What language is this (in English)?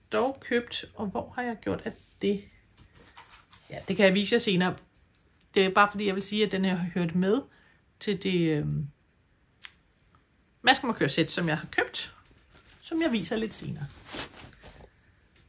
Danish